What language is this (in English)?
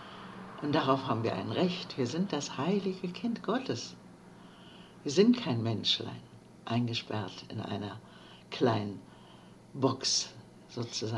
German